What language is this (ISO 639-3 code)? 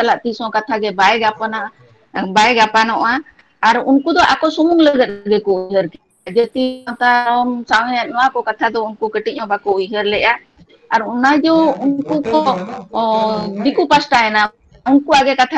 sat